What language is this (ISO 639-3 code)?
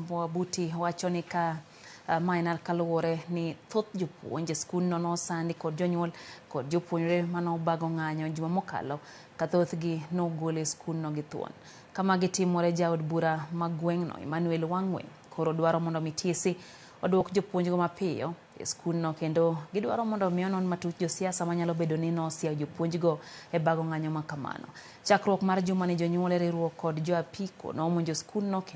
luo